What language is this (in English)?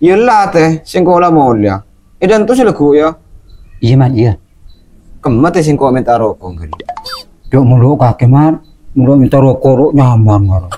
Madurese